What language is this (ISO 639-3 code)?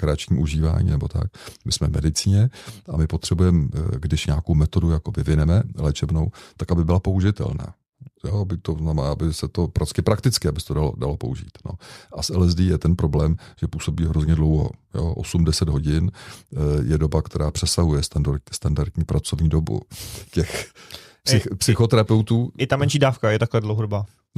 ces